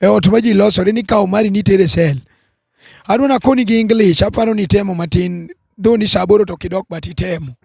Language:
Luo (Kenya and Tanzania)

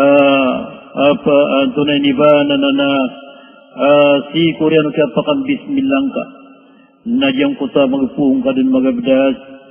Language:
Maranao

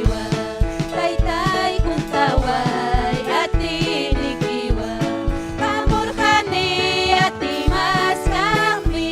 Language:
Ayacucho Quechua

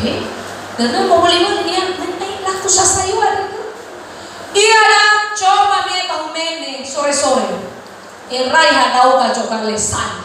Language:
Nias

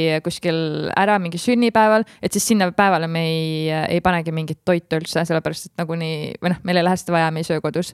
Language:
Estonian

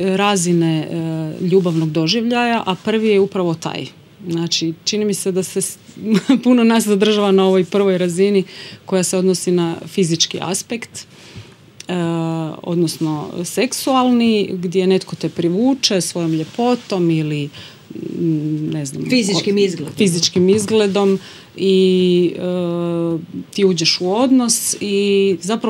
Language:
Croatian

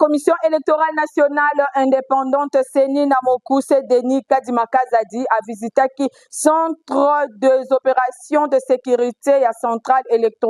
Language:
Lingala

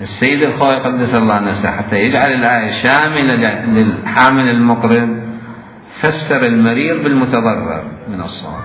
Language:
Mesopotamian Arabic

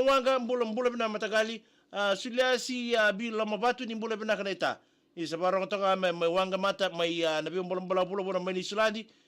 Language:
Fijian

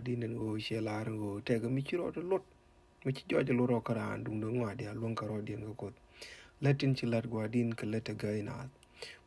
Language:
Nuer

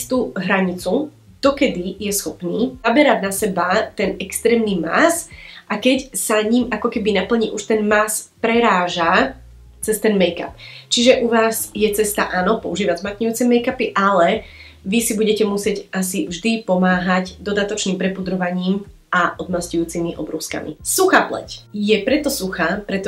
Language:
Slovak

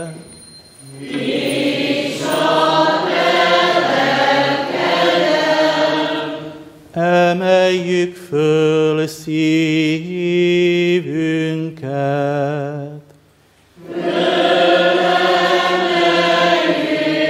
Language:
Hungarian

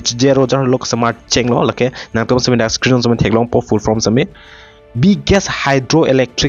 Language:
Karbi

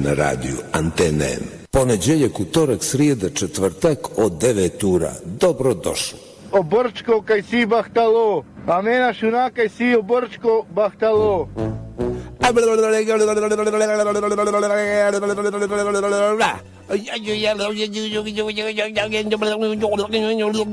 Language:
Bosnian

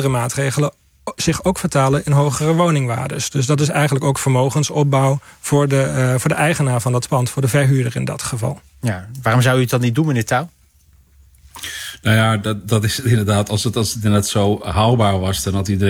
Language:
Dutch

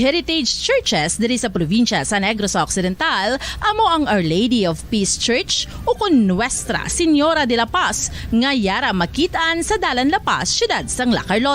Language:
Hiligaynon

